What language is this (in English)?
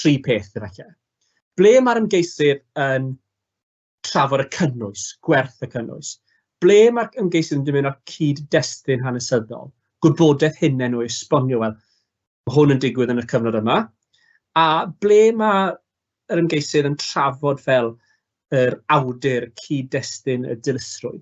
Welsh